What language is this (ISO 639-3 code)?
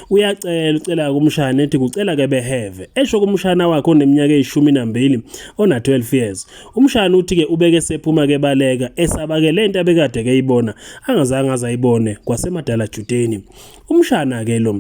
zul